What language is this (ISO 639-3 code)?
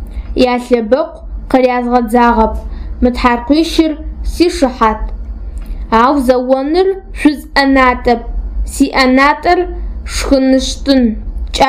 ady